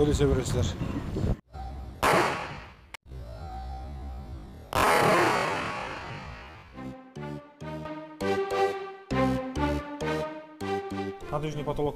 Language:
Kazakh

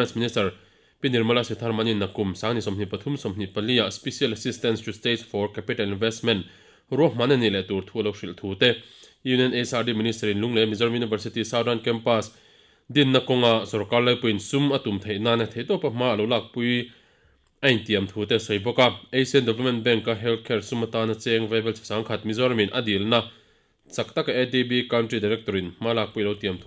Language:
Mizo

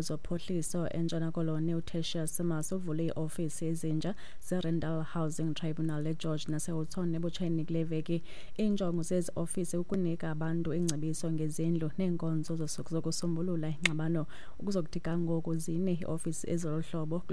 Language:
Xhosa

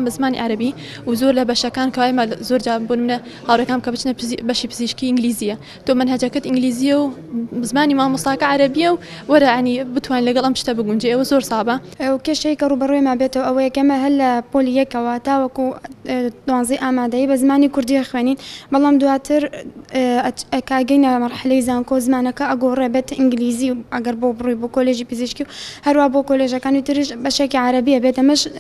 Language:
Central Kurdish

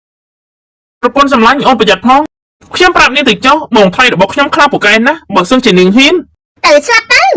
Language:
Khmer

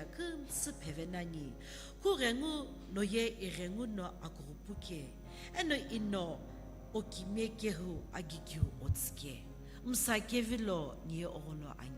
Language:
Sumi Naga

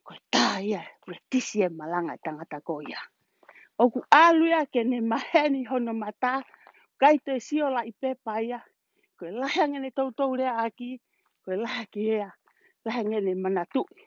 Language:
Tongan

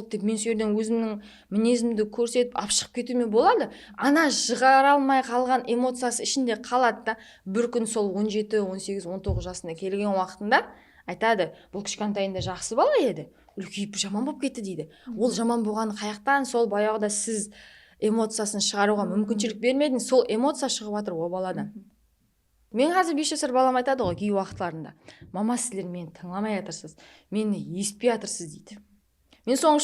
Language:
Kara-Kalpak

